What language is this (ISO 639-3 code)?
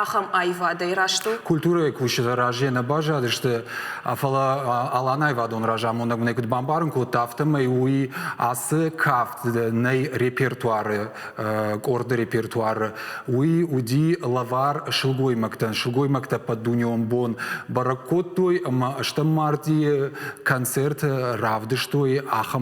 oss